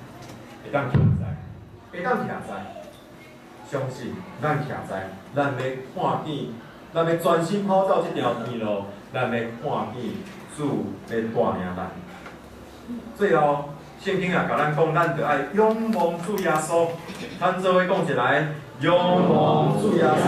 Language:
Min Nan Chinese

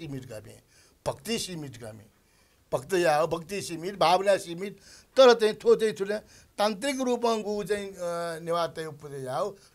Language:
Newari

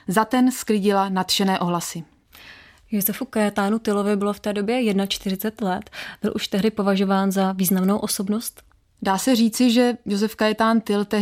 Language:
Czech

